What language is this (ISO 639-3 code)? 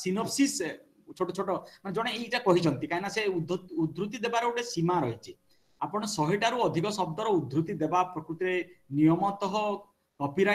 ori